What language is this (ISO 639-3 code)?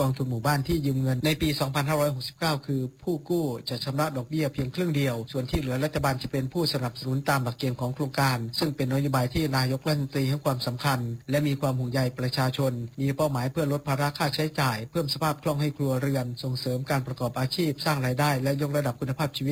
tha